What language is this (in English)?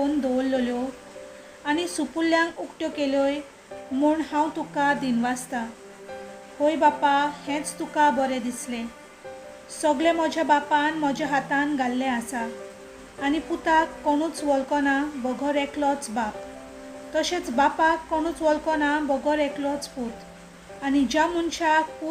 Konkani